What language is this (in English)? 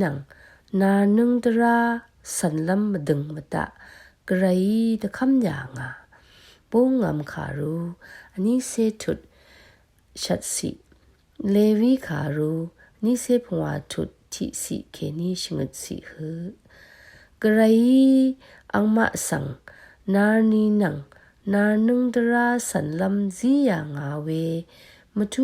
Rawang